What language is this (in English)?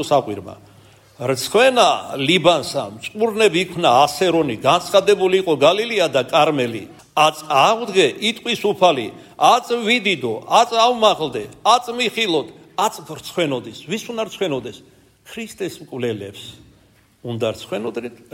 Georgian